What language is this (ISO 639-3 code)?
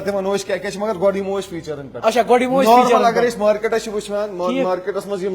kas